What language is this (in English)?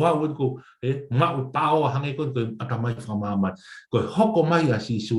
Tongan